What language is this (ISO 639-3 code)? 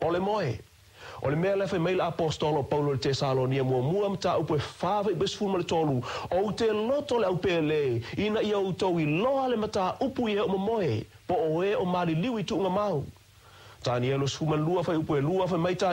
smo